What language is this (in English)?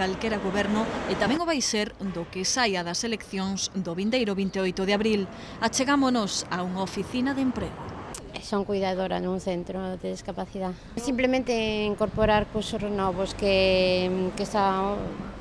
Galician